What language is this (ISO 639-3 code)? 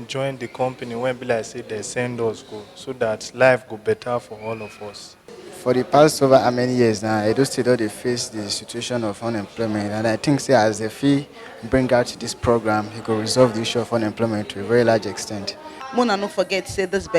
pcm